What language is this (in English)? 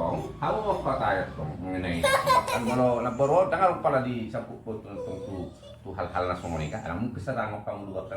Batak Toba